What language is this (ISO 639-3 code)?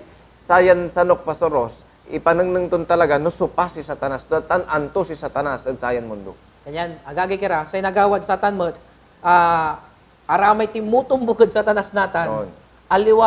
pag